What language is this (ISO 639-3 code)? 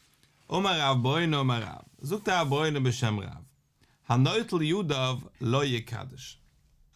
yid